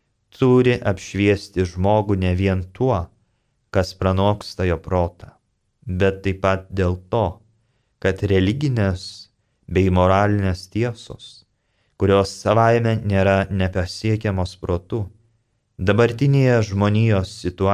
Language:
Lithuanian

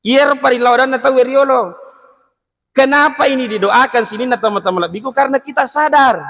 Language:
Buginese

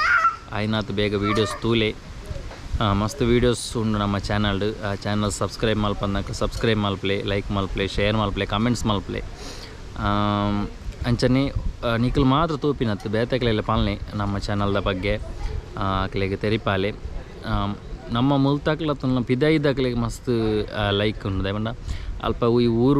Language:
Tulu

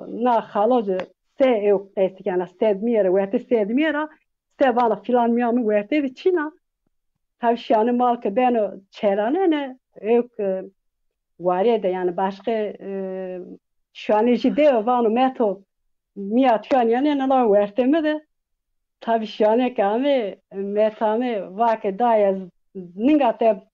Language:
Zaza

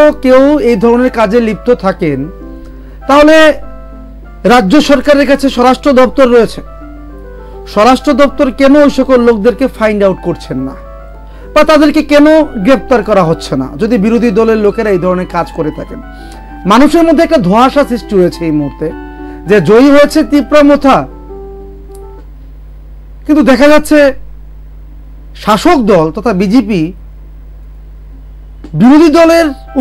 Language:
Bangla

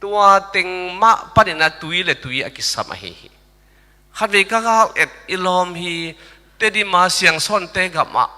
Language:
Tedim Chin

